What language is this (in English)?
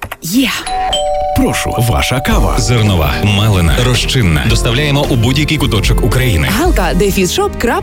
Ukrainian